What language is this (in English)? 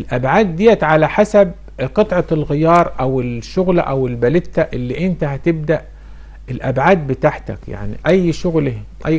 Egyptian Arabic